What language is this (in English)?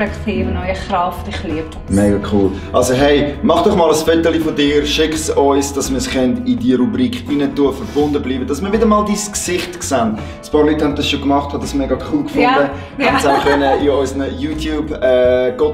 Swiss German